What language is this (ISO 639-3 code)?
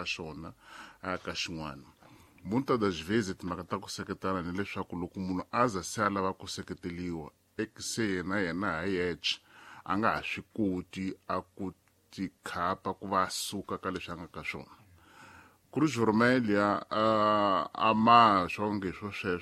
tso